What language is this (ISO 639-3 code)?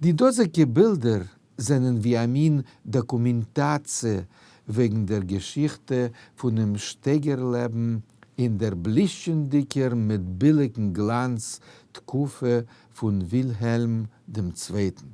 yid